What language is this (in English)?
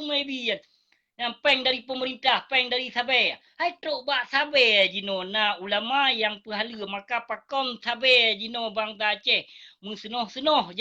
Achinese